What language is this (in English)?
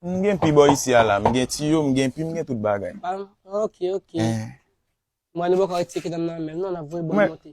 Haitian Creole